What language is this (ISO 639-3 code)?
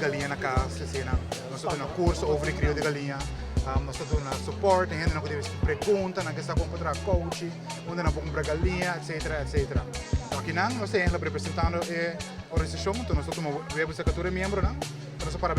pap